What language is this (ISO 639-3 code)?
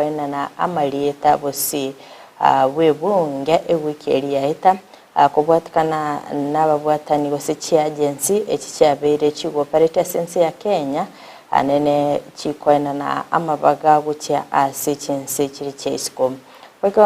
guz